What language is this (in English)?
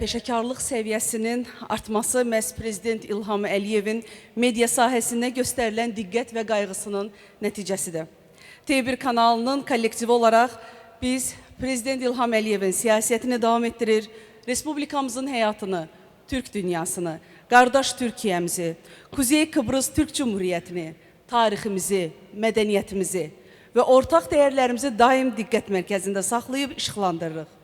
Azerbaijani